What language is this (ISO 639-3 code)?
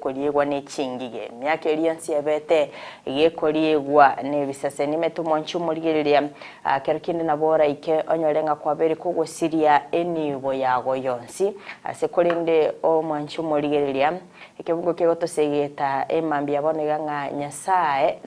guz